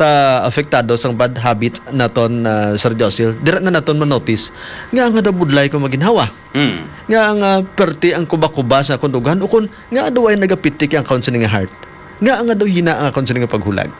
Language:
Hiligaynon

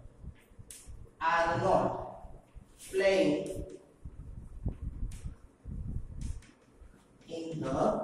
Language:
Gujarati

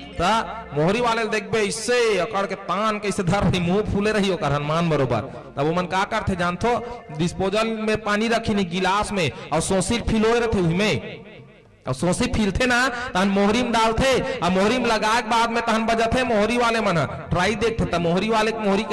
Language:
Chhattisgarhi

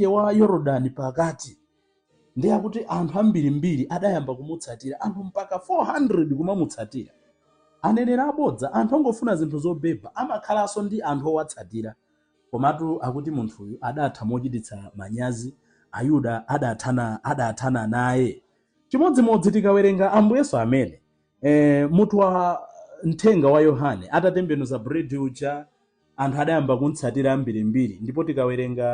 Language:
Nyanja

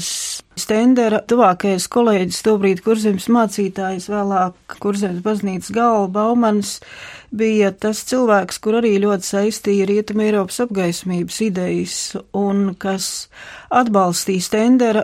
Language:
Latvian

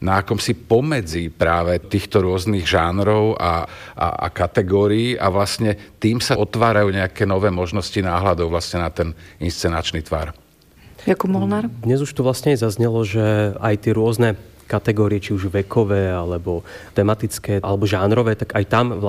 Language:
Slovak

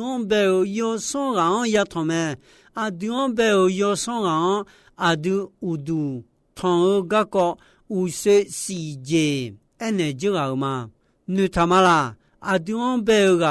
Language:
Akha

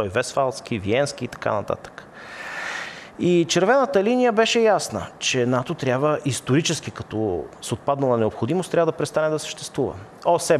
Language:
Bulgarian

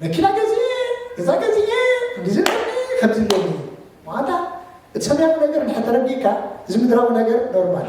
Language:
Tigrinya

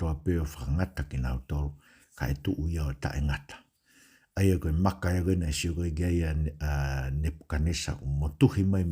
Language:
Tongan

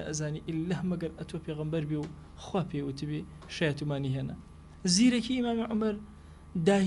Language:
Central Kurdish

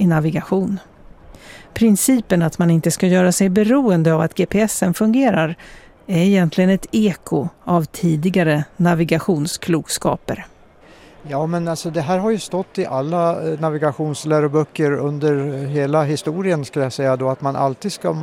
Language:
Swedish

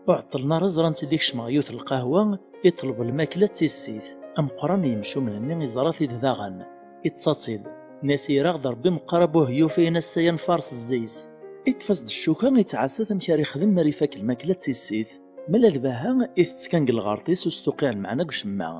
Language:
Kabyle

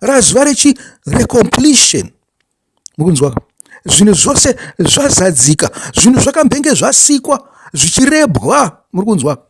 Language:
Shona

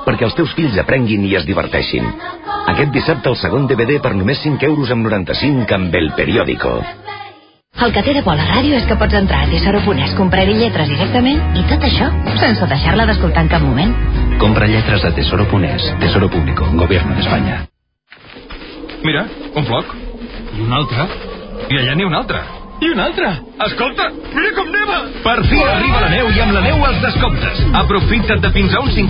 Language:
Catalan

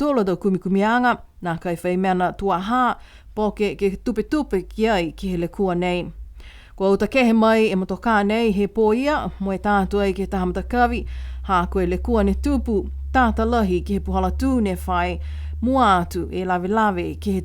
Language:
Niuean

